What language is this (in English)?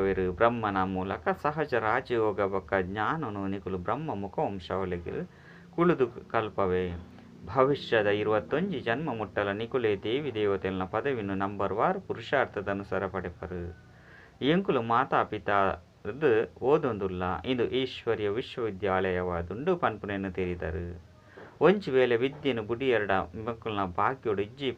Tulu